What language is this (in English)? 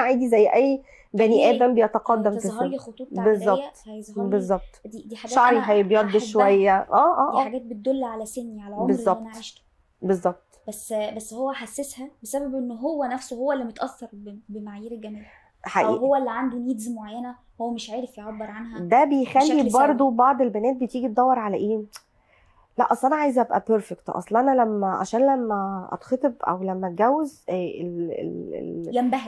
Egyptian Arabic